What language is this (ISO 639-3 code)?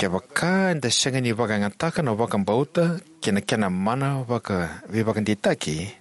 fij